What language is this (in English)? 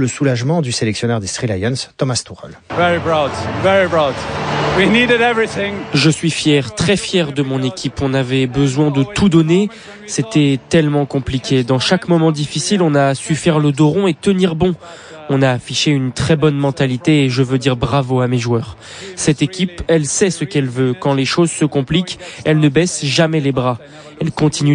French